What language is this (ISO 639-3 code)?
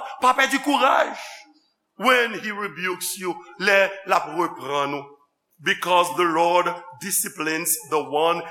hat